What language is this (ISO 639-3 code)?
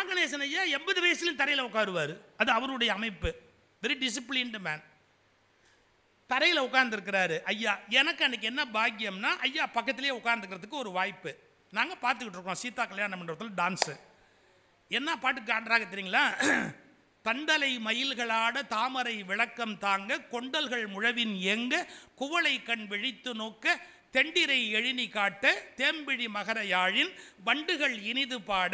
tam